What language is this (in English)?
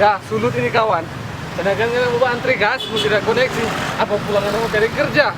Manado Malay